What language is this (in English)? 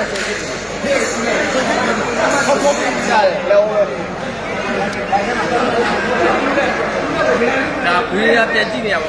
Burmese